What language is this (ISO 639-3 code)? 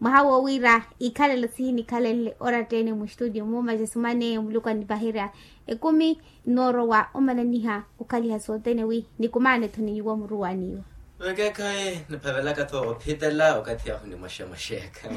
vmw